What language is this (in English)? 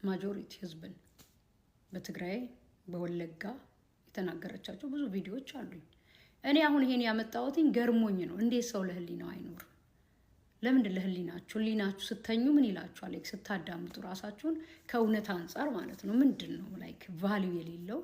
Amharic